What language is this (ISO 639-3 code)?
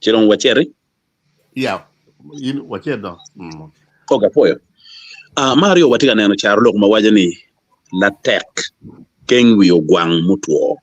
ach